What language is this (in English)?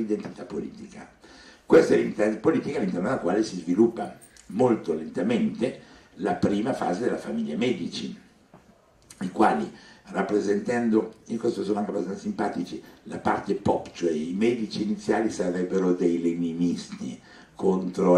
Italian